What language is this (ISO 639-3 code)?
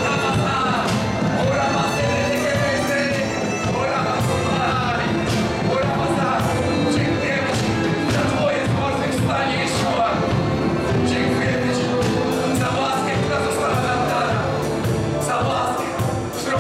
pol